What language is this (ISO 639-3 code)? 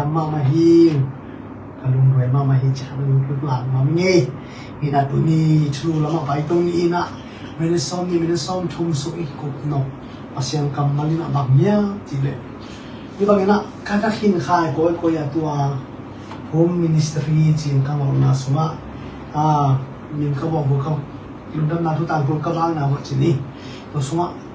ctd